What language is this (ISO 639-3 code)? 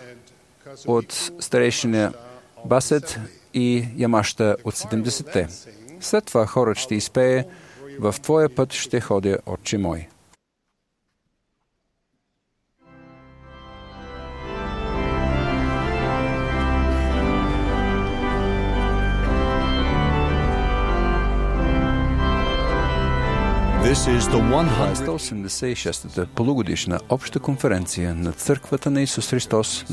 bul